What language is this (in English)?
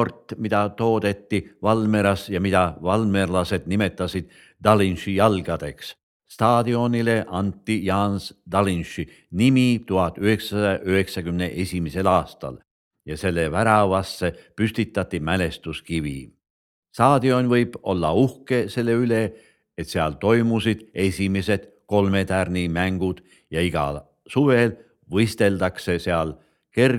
Estonian